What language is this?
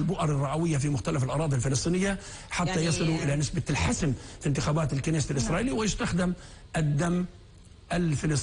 North Levantine Arabic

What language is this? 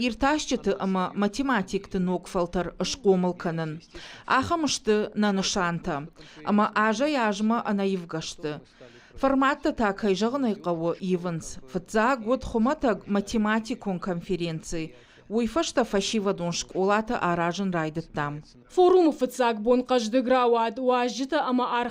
Ossetic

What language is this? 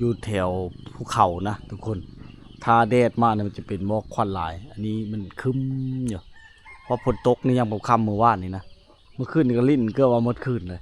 Lao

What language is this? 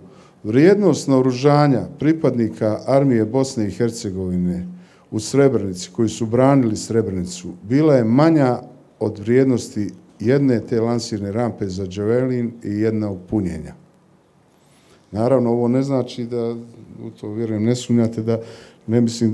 Bosnian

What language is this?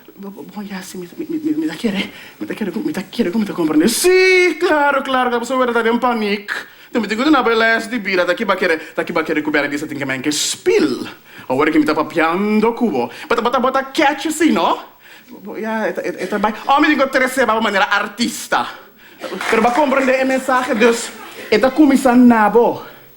Papiamento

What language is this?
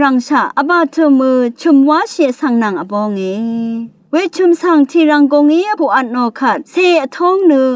Rawang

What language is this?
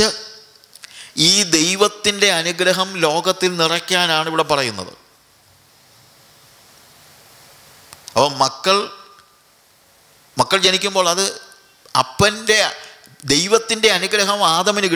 Malayalam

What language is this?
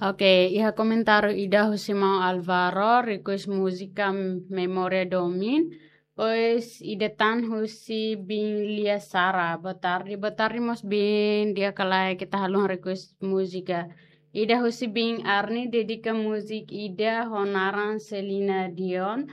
Tetum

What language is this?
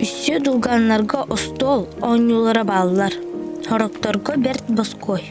Yakut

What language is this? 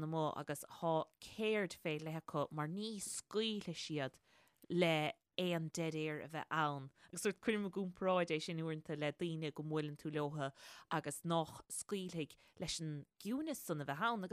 Irish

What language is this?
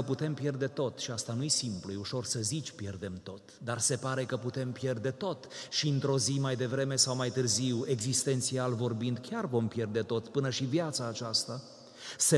Romanian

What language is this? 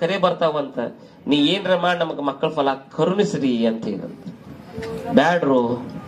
Kannada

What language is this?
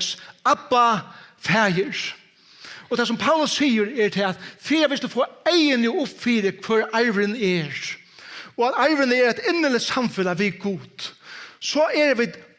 Faroese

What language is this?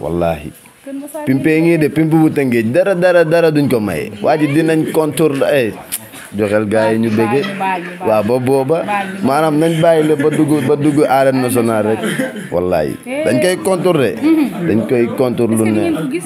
Wolof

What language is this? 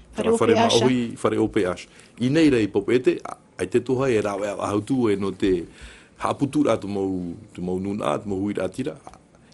Tahitian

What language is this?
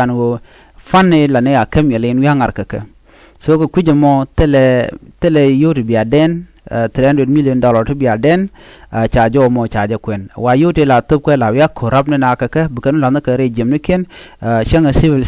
Nuer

